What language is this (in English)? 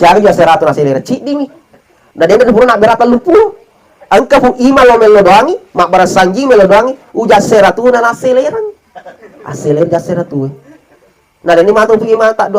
Buginese